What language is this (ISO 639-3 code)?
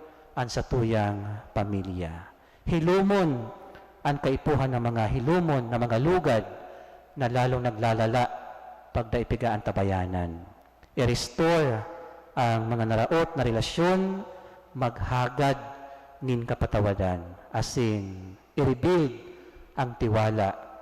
bik